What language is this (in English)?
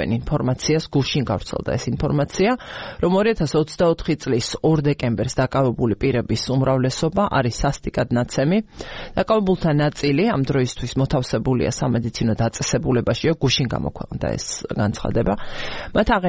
Georgian